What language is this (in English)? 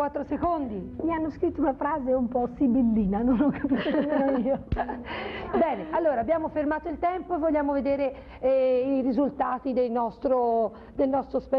Italian